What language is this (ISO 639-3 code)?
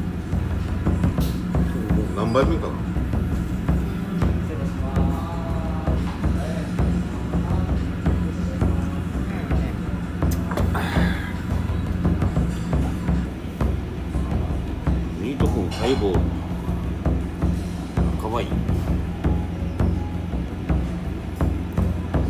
jpn